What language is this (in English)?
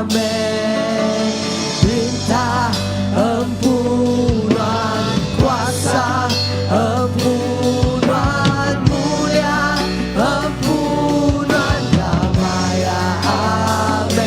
Iban